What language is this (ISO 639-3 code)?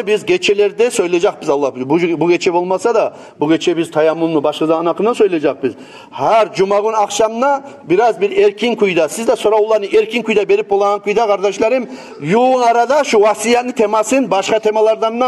kum